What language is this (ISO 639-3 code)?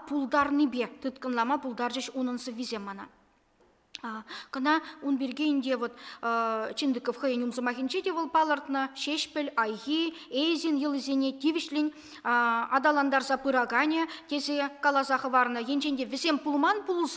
chv